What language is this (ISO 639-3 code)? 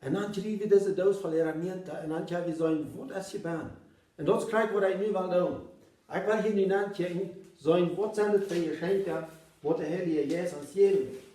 pdt